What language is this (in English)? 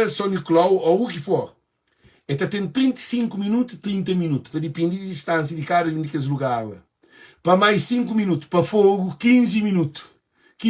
Kabuverdianu